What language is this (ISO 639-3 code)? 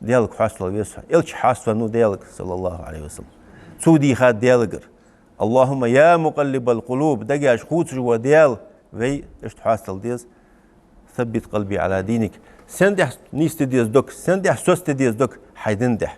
inh